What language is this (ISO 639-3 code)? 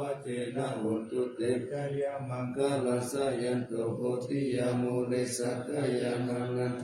pli